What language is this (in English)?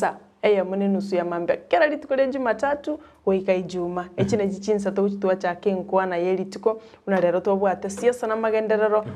Gusii